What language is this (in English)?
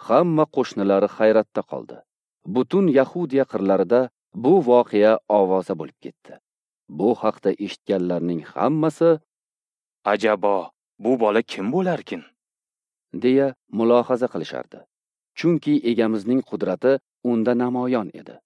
Uzbek